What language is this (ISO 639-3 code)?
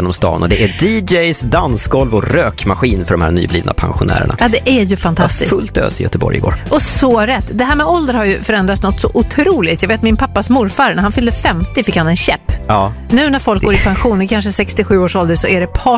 swe